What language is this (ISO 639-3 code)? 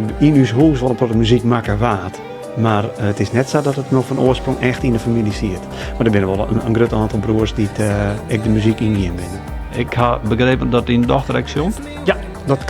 fry